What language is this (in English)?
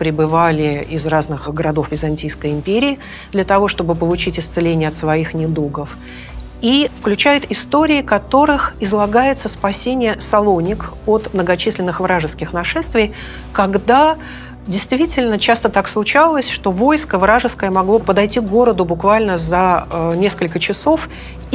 Russian